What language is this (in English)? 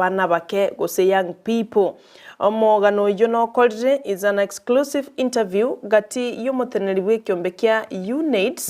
Gusii